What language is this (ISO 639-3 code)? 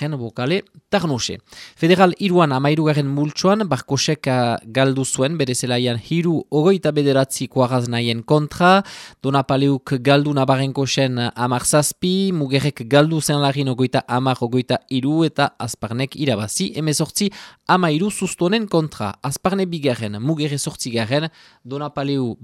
eus